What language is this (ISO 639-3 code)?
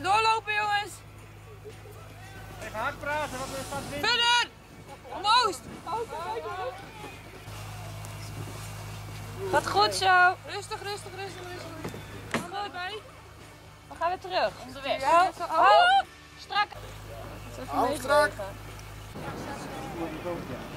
nld